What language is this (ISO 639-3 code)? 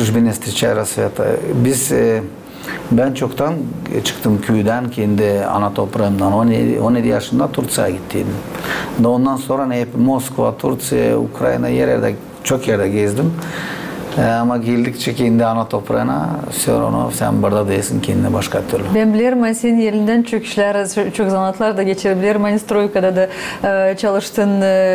gag